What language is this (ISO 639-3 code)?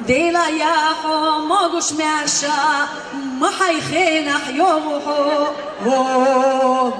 che